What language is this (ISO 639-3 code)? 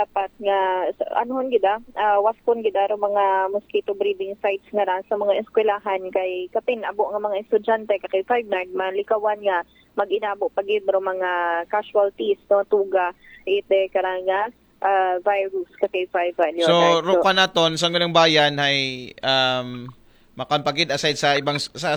akl